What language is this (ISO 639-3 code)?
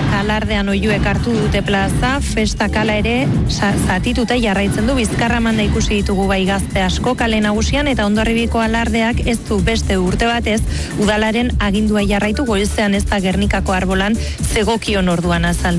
eus